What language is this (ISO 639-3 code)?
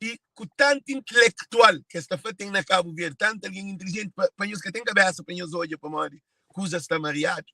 kea